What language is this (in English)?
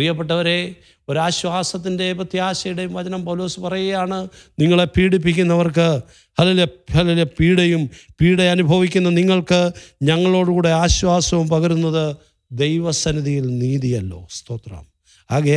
Malayalam